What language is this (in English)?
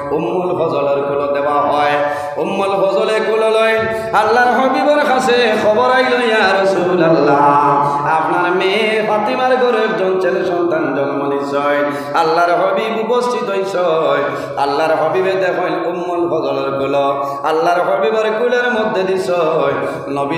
Sylheti